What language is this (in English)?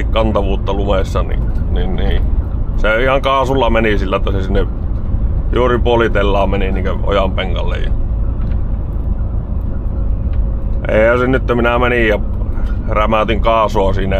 Finnish